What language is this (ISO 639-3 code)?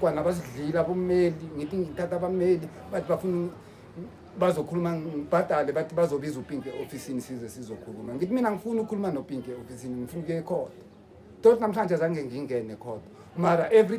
zul